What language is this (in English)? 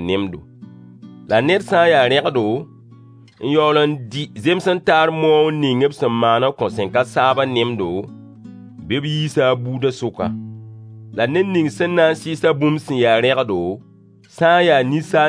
Mossi